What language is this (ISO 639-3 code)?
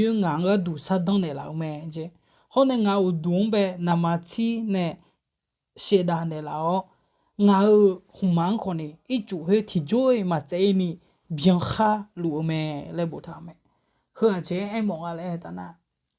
ahk